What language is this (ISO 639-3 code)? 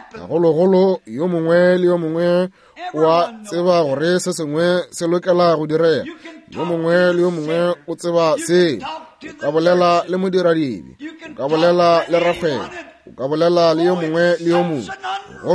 nso